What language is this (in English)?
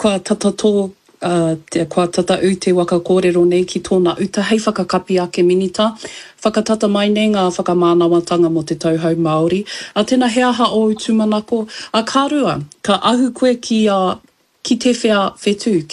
Māori